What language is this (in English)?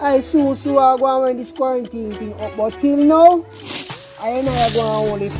Jamaican Creole English